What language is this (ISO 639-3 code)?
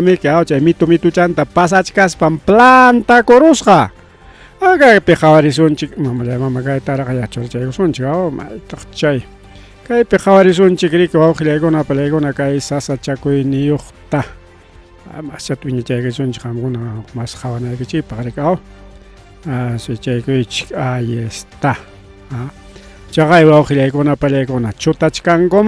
quy